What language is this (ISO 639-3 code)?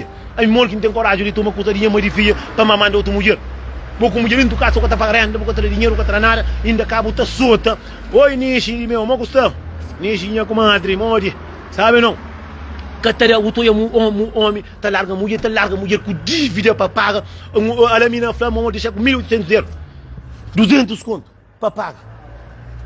kea